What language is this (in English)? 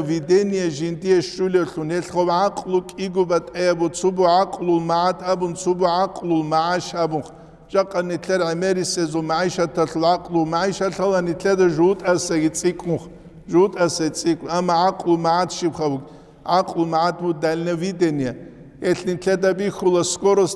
Avaric